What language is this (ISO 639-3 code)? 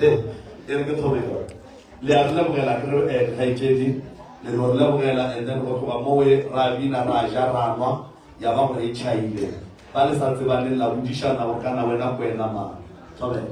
nso